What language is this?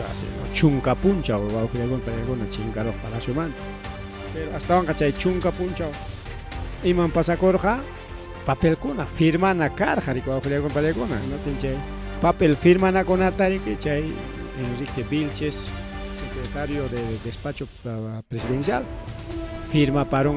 Ayacucho Quechua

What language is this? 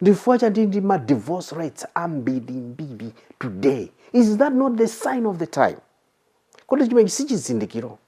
Nyanja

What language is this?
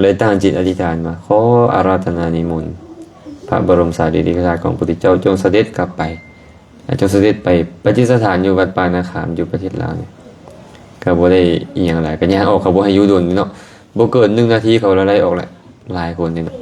Lao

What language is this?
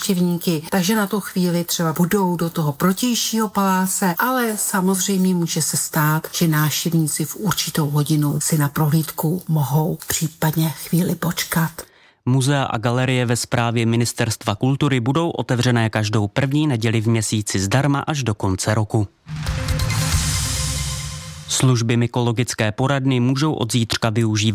Czech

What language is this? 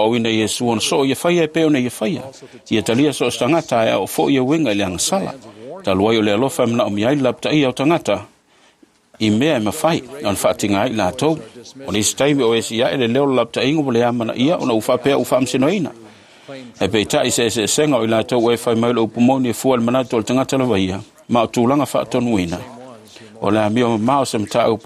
Samoan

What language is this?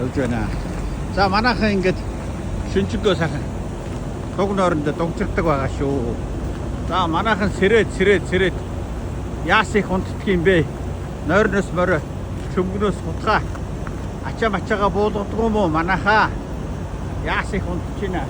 Mongolian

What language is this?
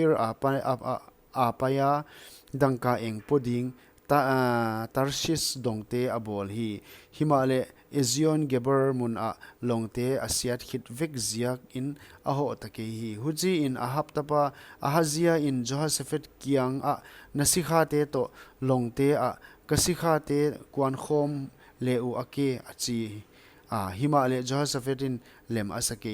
Paite Chin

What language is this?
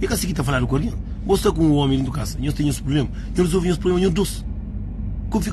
Kabuverdianu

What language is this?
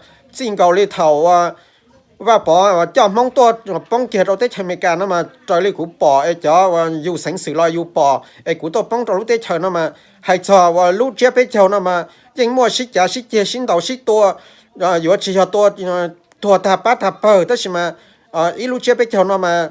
Hmong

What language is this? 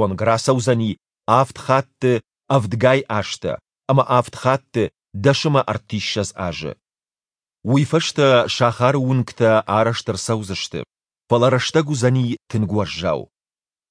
Ossetic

